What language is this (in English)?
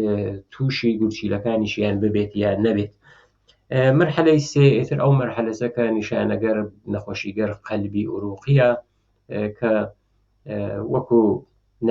Central Kurdish